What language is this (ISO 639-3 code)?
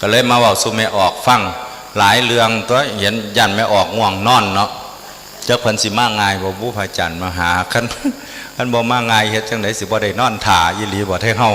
tts